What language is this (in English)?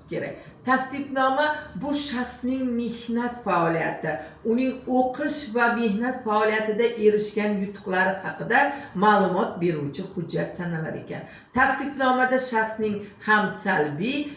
Uzbek